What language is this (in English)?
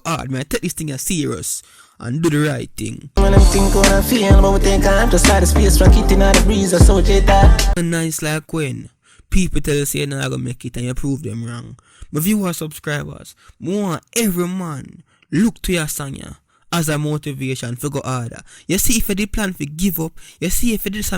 Jamaican Creole English